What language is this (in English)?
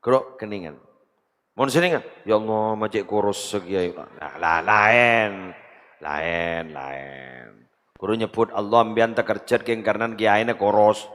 Madurese